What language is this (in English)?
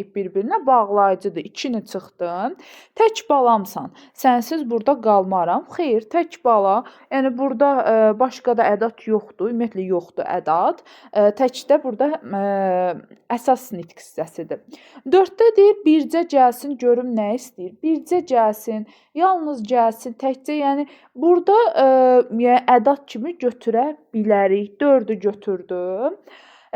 Azerbaijani